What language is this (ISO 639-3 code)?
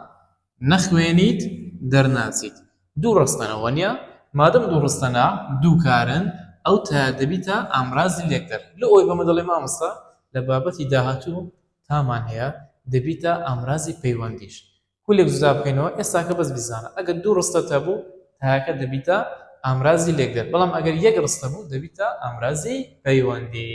ckb